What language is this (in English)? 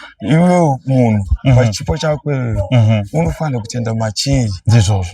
Shona